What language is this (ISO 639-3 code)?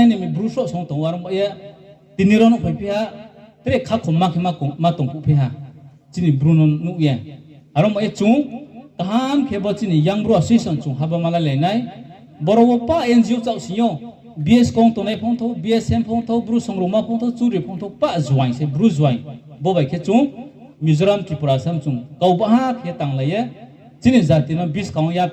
ria